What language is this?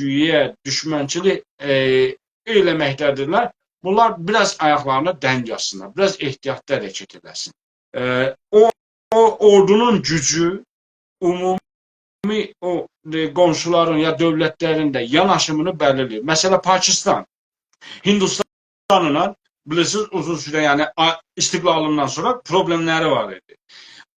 South Azerbaijani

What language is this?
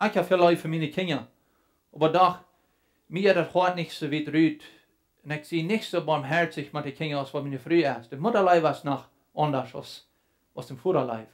Plautdietsch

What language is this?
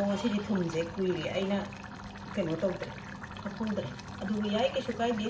Manipuri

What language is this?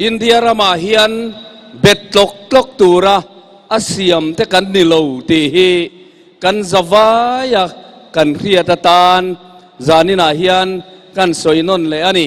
Mizo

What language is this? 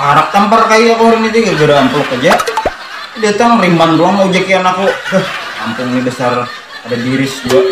Banjar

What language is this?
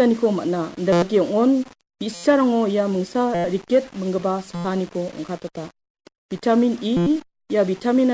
Garo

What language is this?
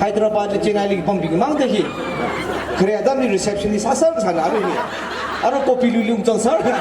Tangkhul Naga (India)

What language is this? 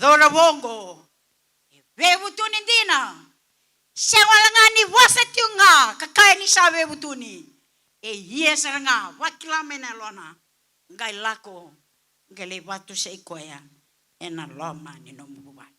Fijian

